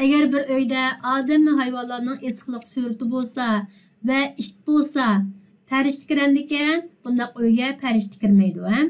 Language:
Uyghur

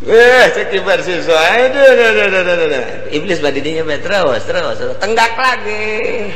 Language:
Sundanese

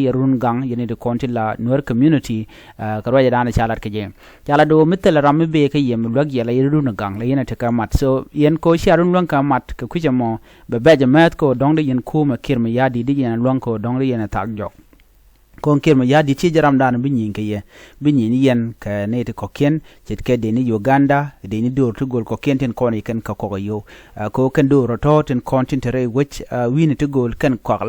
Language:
Nuer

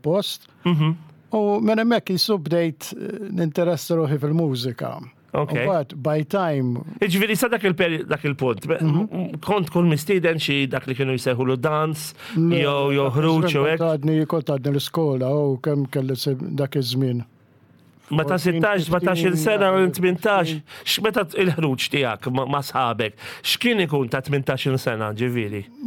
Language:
Maltese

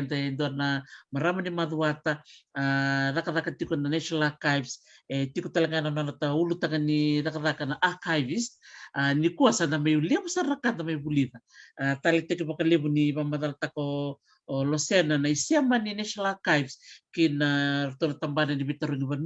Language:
Fijian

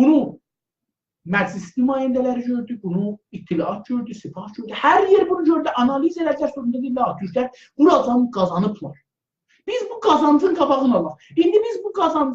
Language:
South Azerbaijani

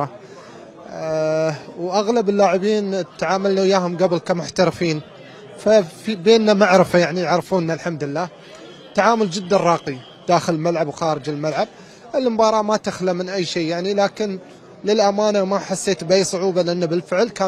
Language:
Mesopotamian Arabic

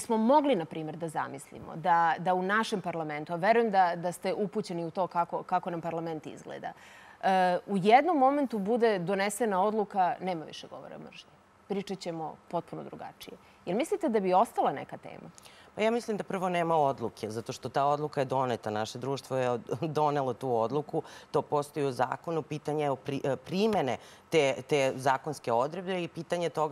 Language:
Serbian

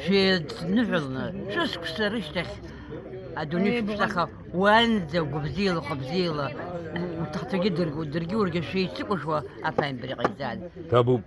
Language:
Abkhazian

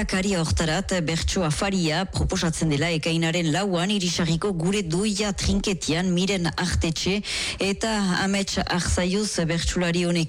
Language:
Basque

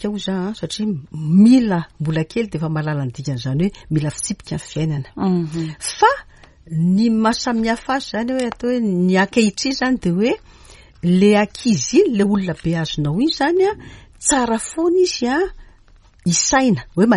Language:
Malagasy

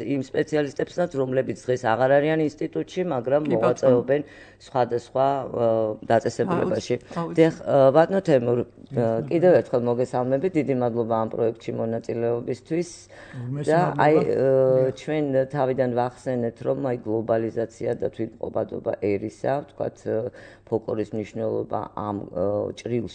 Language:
Georgian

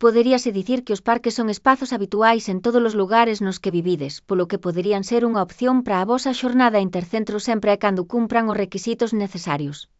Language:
Galician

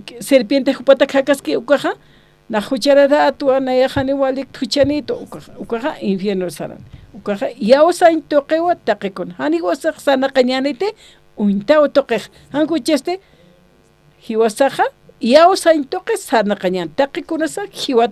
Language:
Aymara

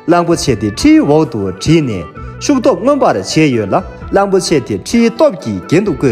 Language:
Tibetan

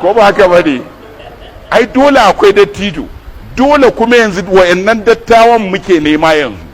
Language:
Hausa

